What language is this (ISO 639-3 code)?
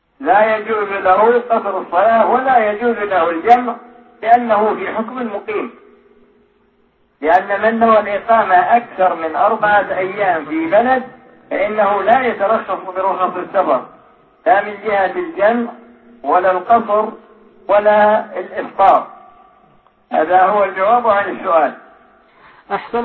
ara